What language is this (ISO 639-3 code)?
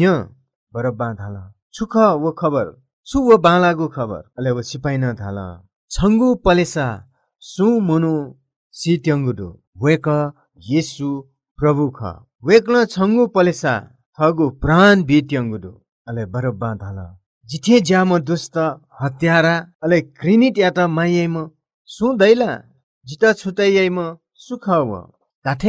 new